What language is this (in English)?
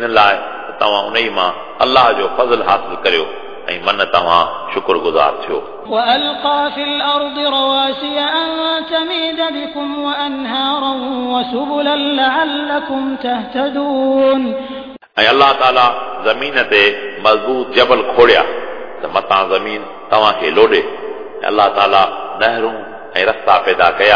Sindhi